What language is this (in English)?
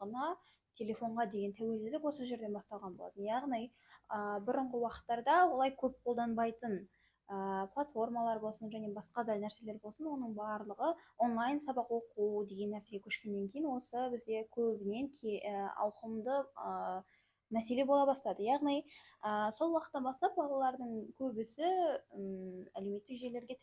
Kazakh